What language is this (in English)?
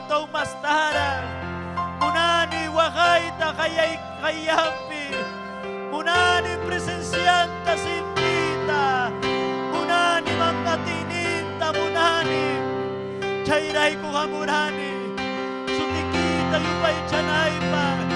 Ayacucho Quechua